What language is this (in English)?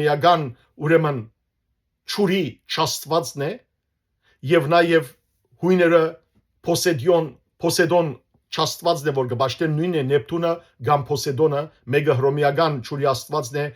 Western Armenian